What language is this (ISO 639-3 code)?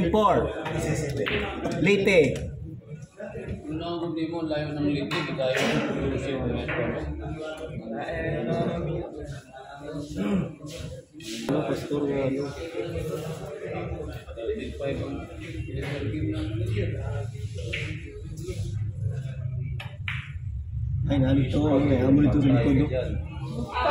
fil